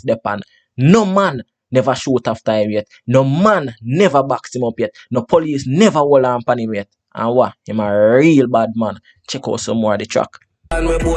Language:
Jamaican Creole English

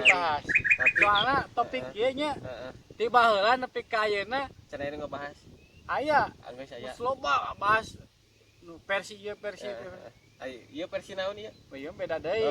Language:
Sundanese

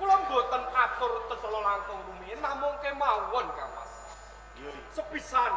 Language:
Javanese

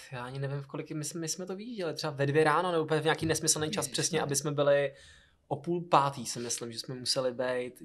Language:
Czech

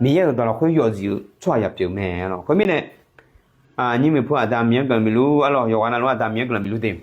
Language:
Akha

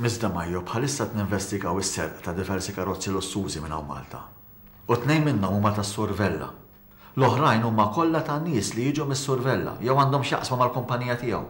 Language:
Maltese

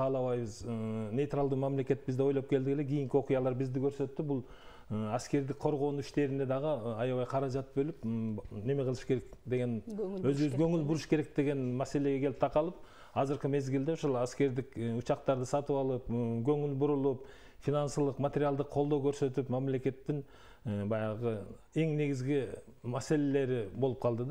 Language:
Kyrgyz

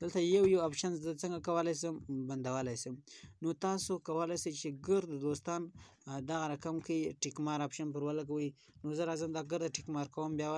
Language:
Pashto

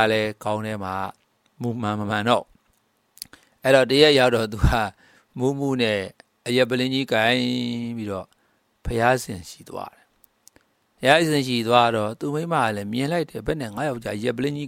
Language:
Burmese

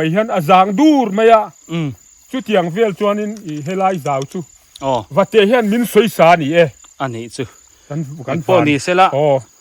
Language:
Biete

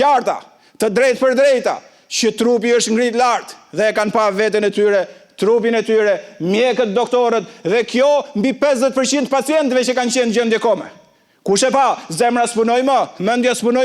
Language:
Albanian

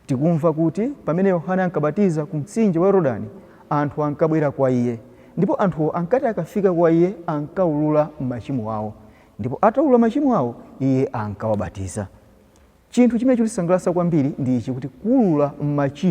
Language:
Nyanja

